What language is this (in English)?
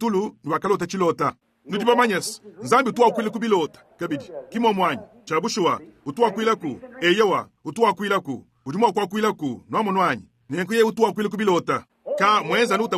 Luba-Lulua